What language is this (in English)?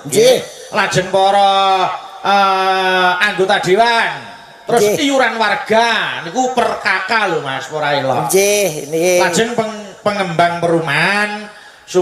Javanese